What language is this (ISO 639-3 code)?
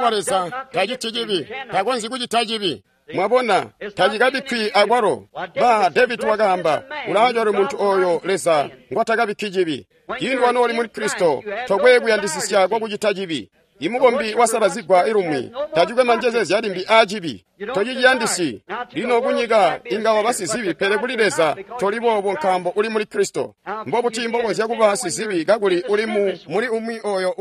toi